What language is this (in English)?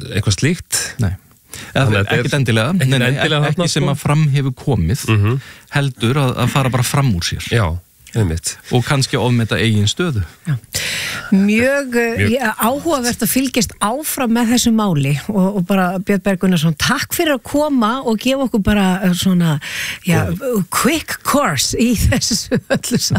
Icelandic